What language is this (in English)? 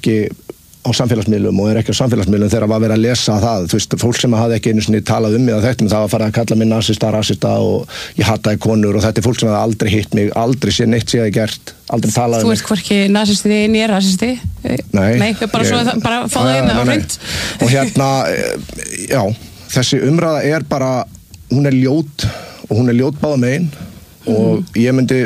Icelandic